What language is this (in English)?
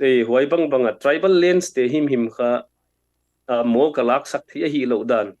Tedim Chin